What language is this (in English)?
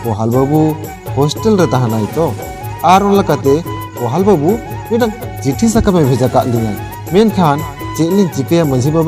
Santali